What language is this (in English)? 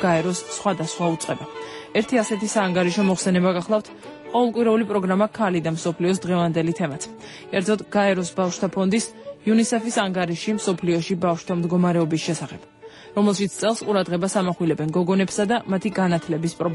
Georgian